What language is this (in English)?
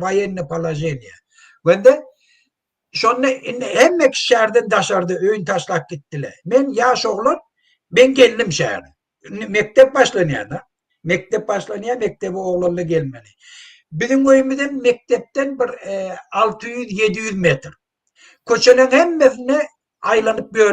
Turkmen